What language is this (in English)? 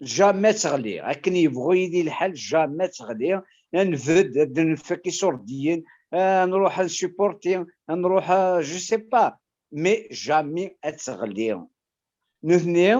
Kabyle